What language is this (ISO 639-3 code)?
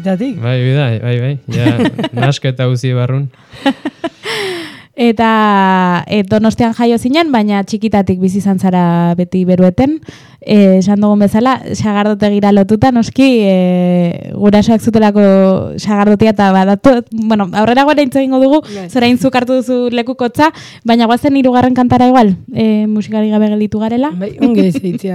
eus